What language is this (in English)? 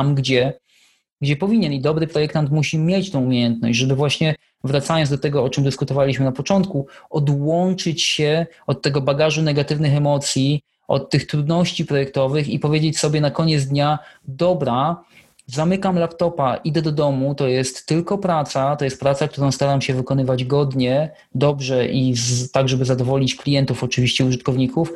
Polish